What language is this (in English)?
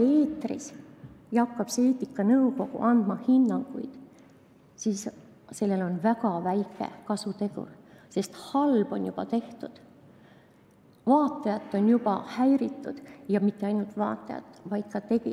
Estonian